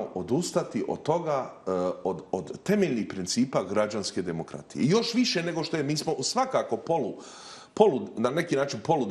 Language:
Bosnian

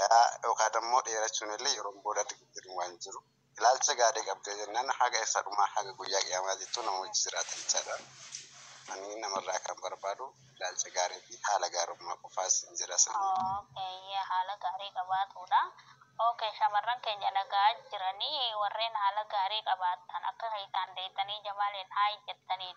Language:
Oromo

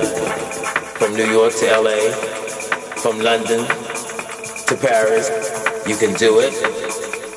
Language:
English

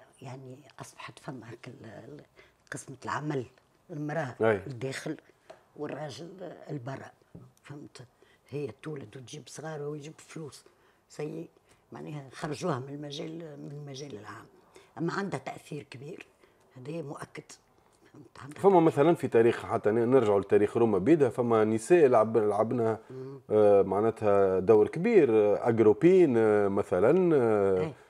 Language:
Tunisian Arabic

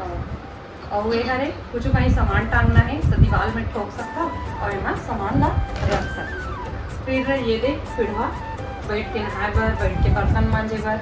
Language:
Chhattisgarhi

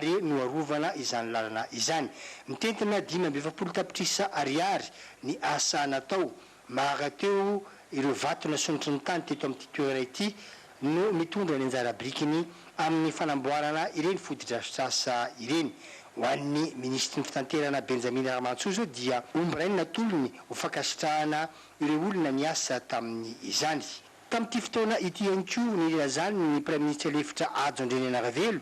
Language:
Malagasy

